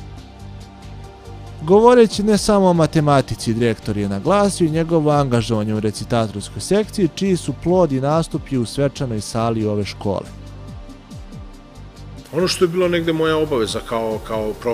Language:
Serbian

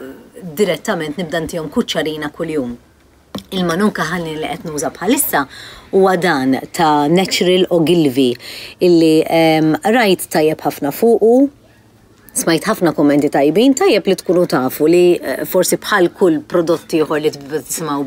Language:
Maltese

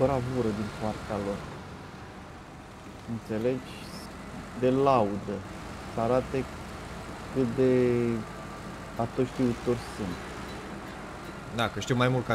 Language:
Romanian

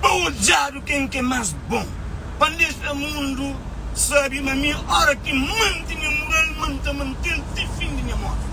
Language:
Kabuverdianu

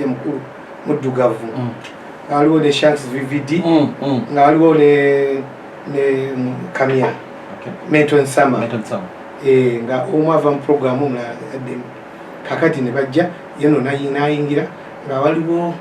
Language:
Ganda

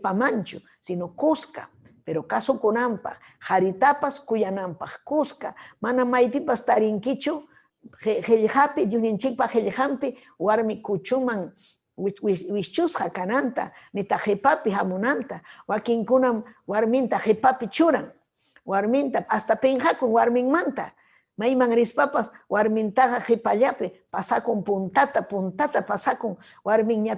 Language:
Ayacucho Quechua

